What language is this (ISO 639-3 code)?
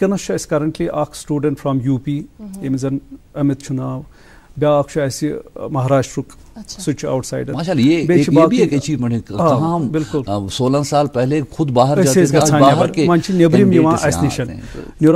kas